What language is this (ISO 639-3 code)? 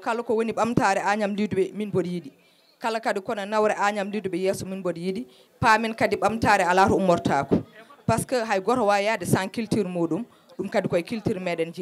ful